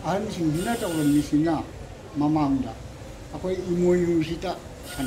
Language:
Manipuri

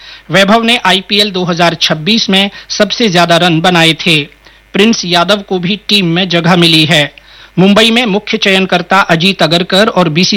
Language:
Hindi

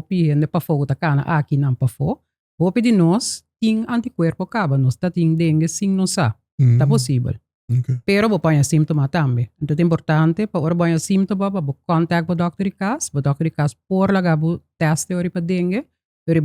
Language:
Papiamento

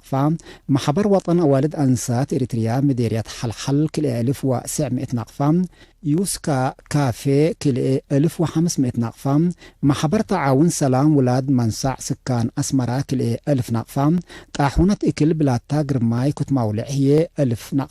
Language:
Tigre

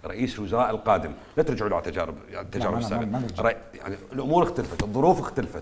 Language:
Mesopotamian Arabic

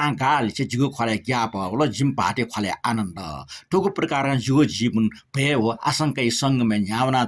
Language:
Newari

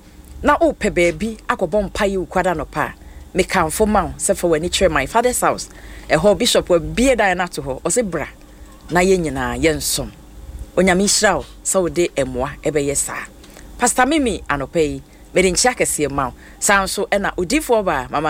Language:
Akan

